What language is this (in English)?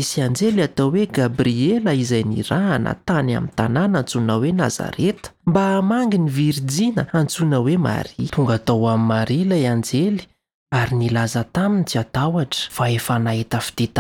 Malagasy